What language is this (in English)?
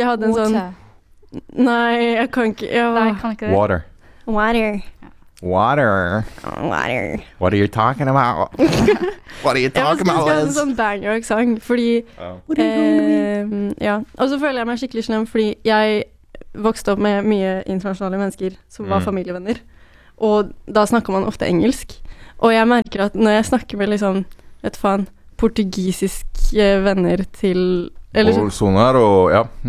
Norwegian